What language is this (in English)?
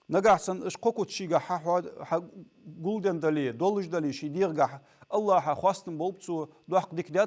Ingush